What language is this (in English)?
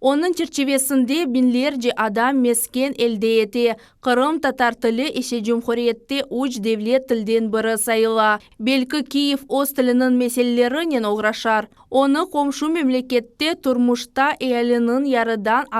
Crimean Tatar